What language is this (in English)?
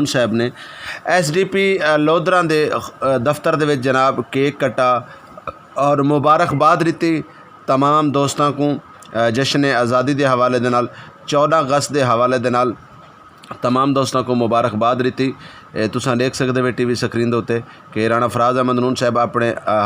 Saraiki